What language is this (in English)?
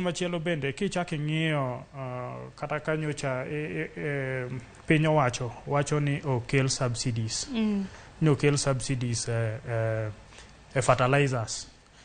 Luo (Kenya and Tanzania)